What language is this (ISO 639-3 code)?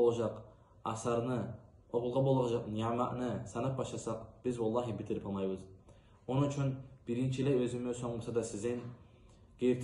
kum